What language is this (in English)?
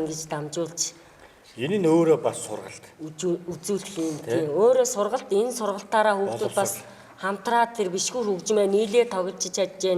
Mongolian